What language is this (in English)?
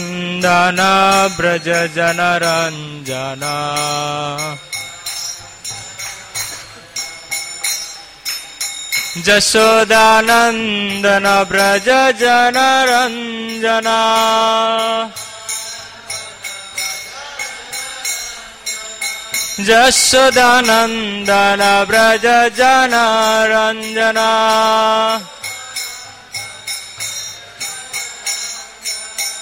Hindi